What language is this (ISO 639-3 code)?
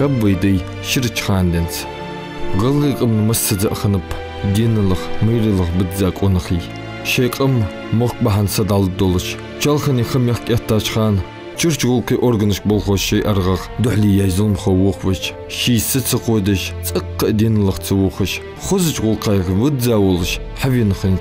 inh